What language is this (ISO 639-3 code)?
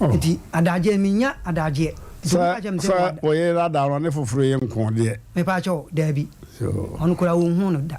aka